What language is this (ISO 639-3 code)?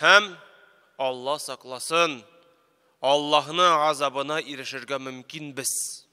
tat